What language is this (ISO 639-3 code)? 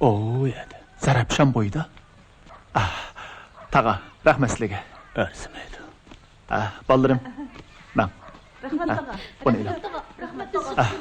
uig